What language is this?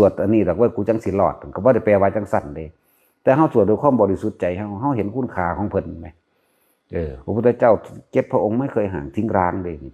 Northeastern Thai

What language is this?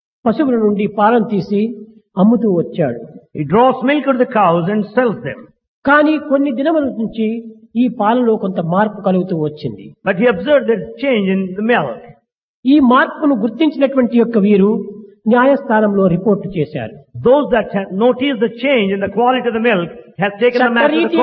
Telugu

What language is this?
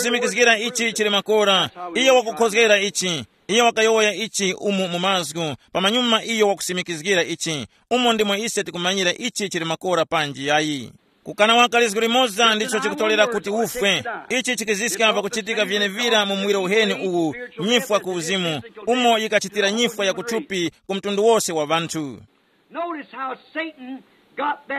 Tumbuka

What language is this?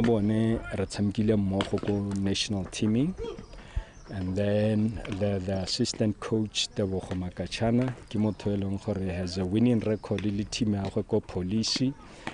Tswana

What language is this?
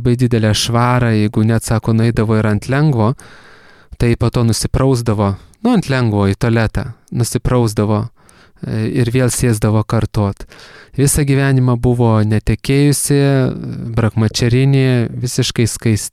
Lithuanian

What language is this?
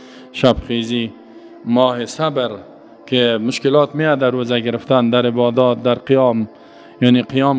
Persian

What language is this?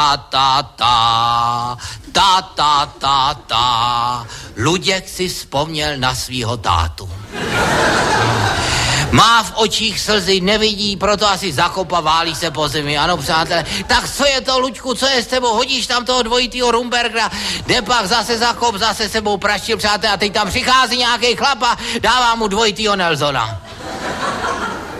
Czech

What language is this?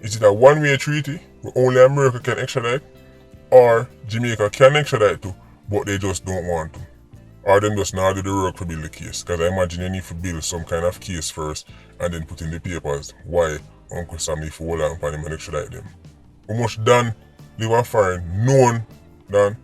Jamaican Creole English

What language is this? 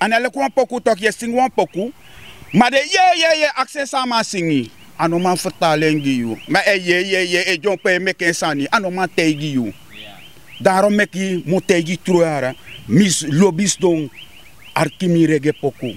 Sranan Tongo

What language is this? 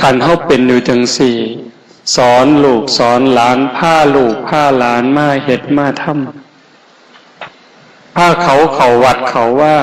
Northeastern Thai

